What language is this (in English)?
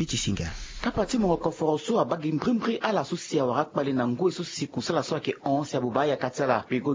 Sango